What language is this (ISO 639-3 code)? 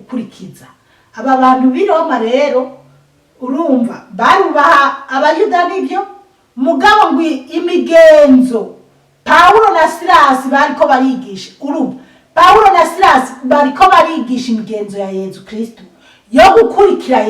run